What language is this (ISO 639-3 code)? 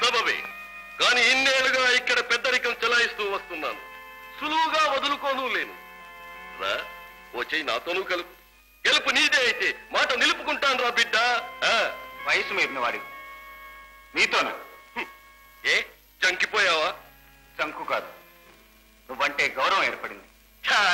tel